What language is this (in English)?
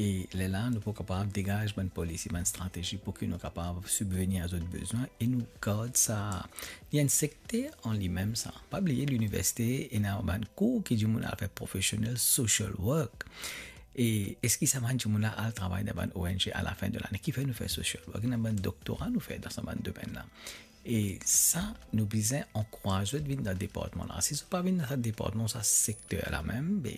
Morisyen